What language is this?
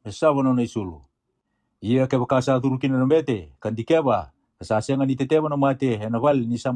Fijian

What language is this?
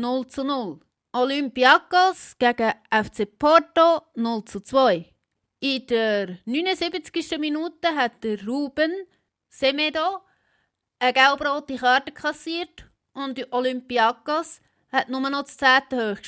Swiss German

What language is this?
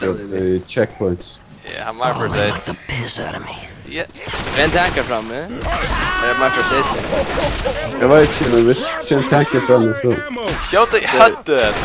Faroese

